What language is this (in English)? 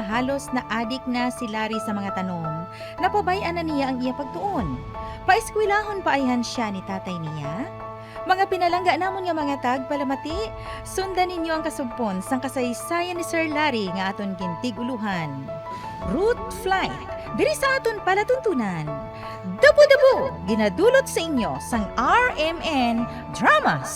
Hiligaynon